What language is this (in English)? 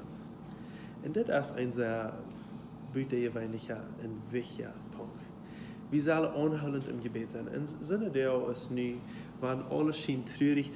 Plautdietsch